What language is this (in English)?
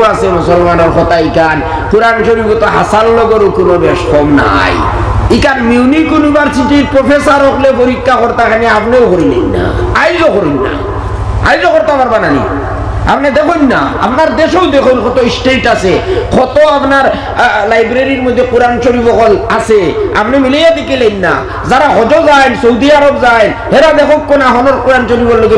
Sylheti